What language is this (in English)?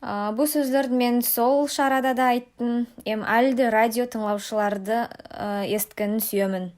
Nogai